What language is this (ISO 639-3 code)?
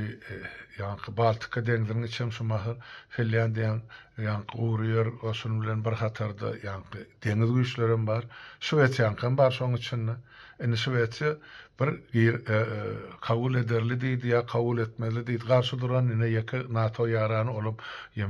tuk